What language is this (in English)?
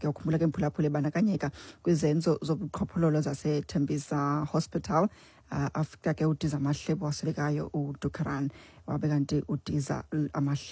Xhosa